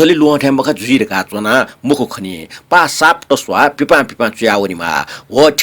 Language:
Newari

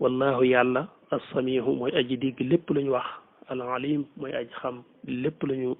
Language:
Wolof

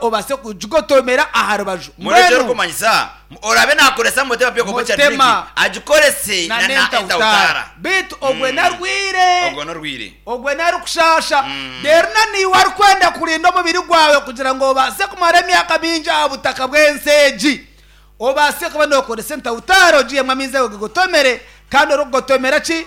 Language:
Nyankole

